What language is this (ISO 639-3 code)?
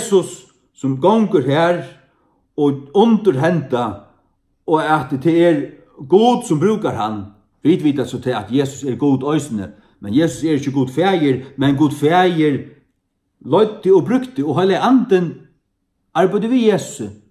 fao